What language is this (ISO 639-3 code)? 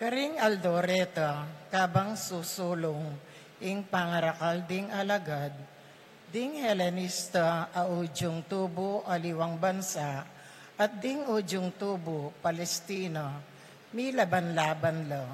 pam